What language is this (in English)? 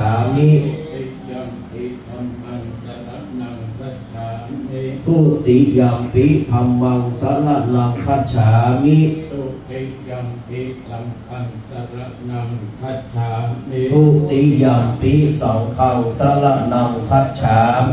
Pali